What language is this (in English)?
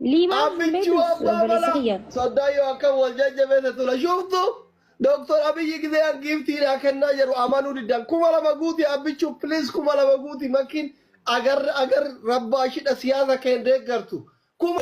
Oromo